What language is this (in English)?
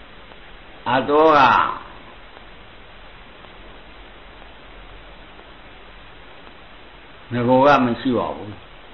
Burmese